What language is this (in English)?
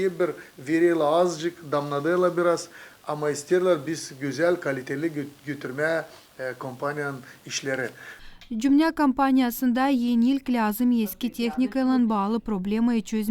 Gagauz